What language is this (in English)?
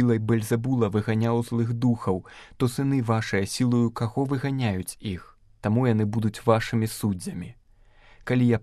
Belarusian